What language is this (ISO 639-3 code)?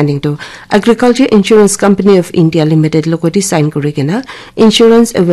nag